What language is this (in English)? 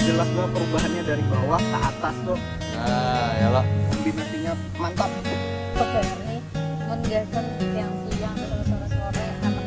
Banjar